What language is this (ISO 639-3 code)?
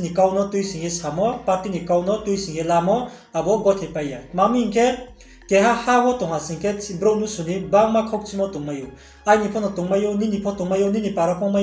ria